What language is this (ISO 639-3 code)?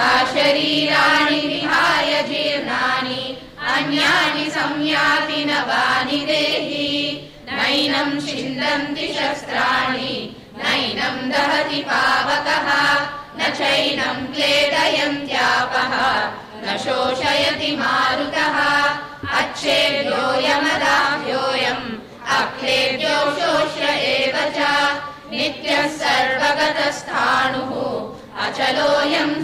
san